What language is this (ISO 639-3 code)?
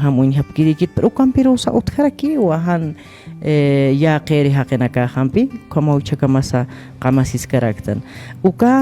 aym